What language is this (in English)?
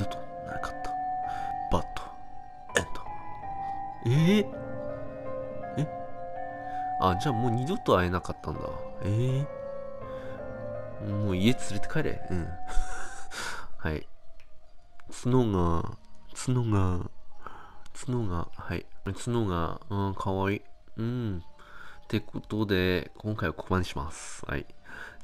Japanese